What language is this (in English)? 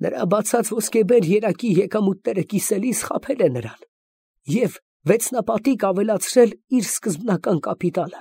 Armenian